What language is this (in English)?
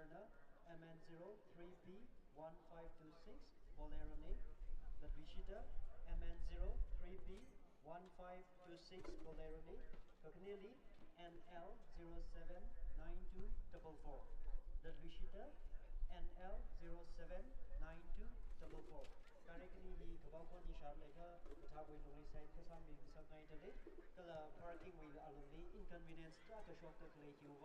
Tangkhul Naga (India)